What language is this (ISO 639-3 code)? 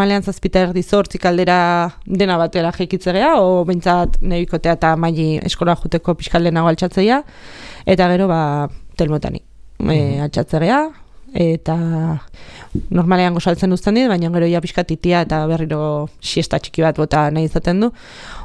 eus